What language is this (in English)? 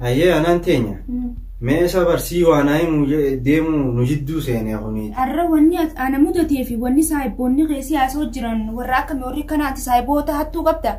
Oromo